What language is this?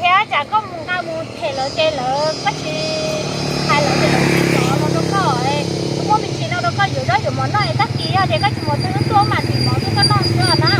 Hmong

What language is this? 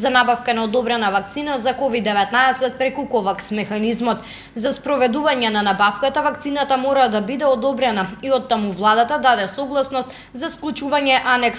Macedonian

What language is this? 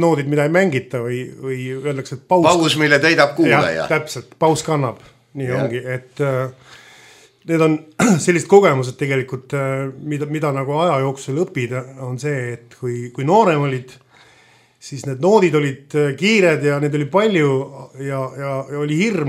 Estonian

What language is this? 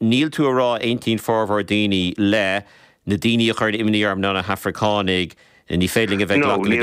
Irish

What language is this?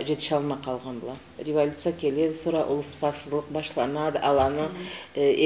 Karachay-Balkar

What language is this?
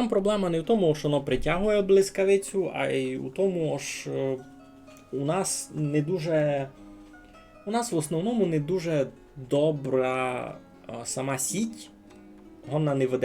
Rusyn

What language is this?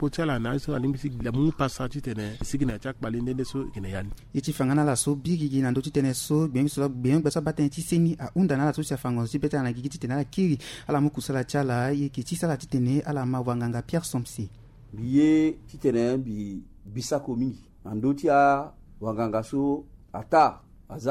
Sango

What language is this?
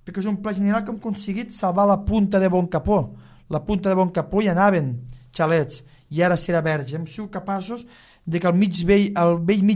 Catalan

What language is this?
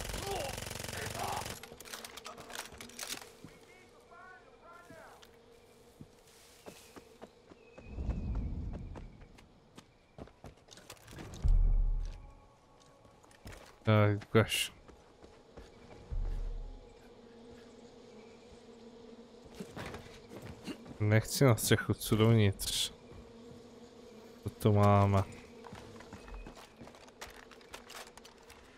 Czech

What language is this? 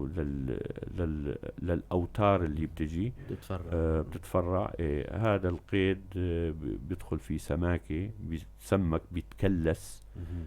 North Levantine Arabic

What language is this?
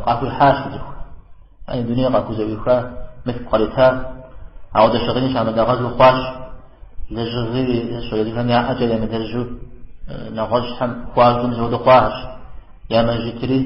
Kabardian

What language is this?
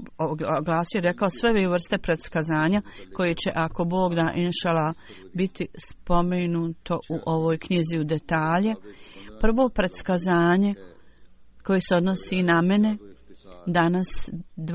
Bosnian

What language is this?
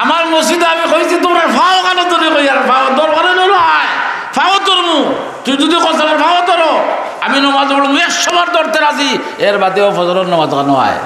Sylheti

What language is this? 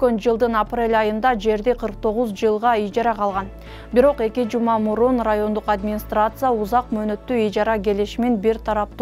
Kyrgyz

